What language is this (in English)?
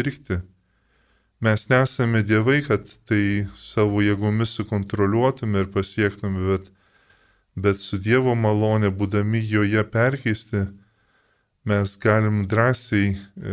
Lithuanian